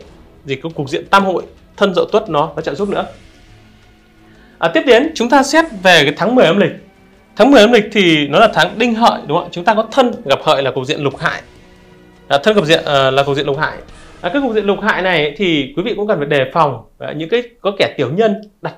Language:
Vietnamese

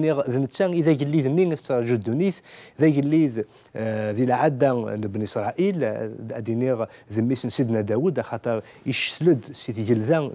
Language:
Kabyle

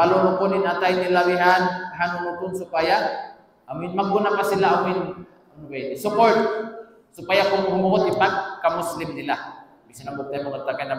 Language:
Tausug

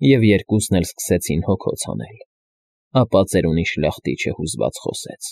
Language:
Armenian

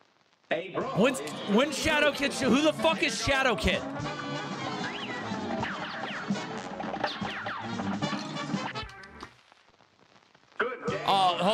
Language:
English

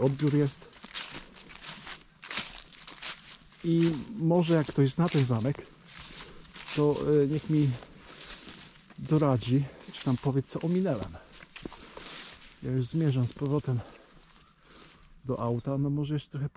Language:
Polish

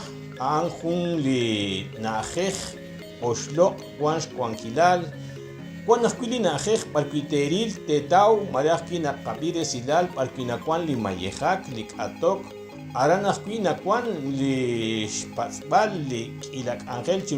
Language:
Kekchí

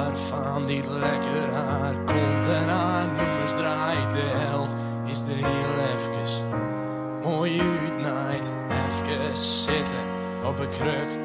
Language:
Western Frisian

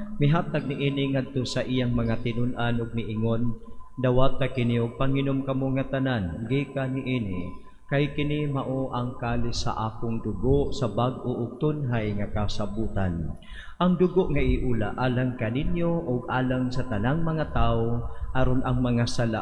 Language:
Cebuano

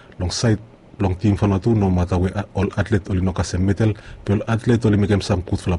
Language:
Bislama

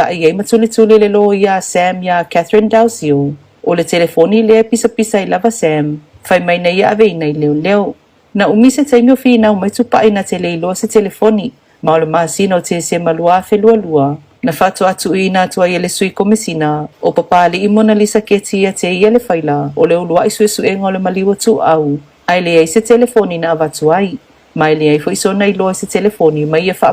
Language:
Samoan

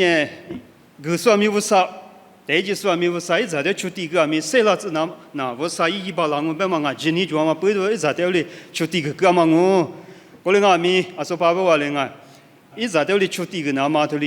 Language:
Lisu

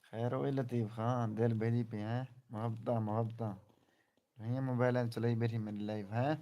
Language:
Saraiki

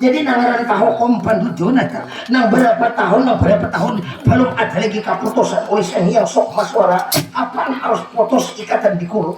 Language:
Banjar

